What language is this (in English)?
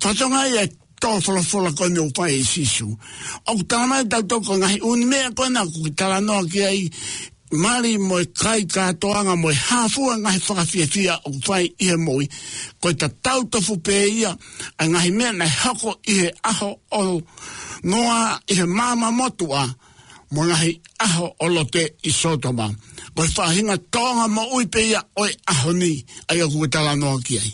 Tongan